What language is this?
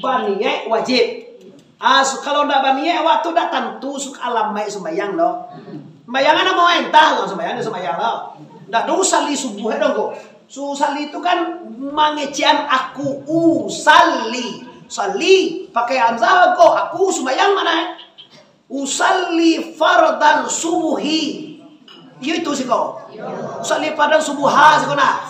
Minangkabau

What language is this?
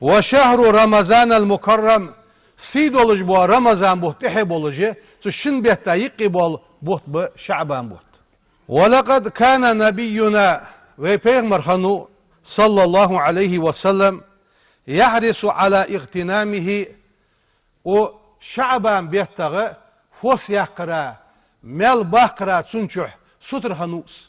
Ingush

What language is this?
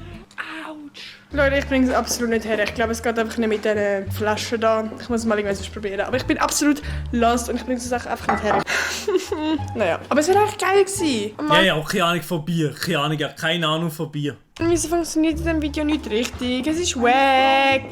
Swiss German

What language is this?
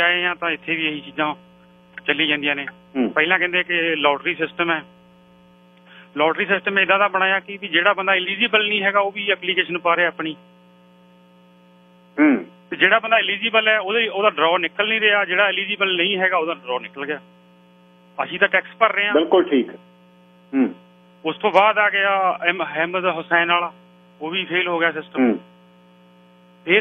Punjabi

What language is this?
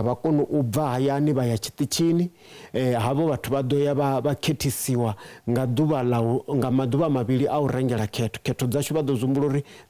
Venda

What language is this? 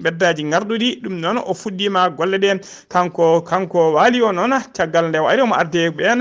Fula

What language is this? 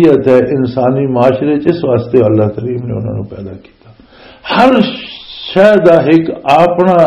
Western Panjabi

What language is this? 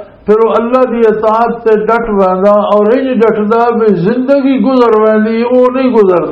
Western Panjabi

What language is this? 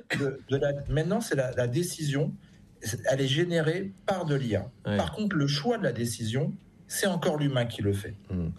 French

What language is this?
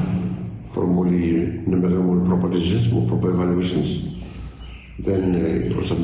Bislama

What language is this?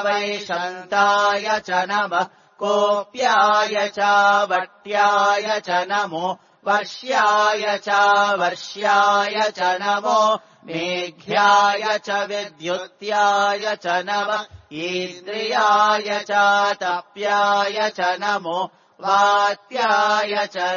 Sanskrit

